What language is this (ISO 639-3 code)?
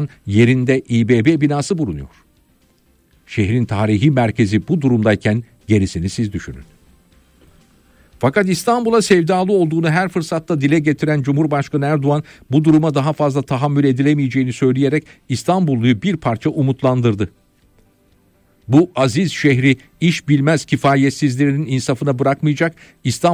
tur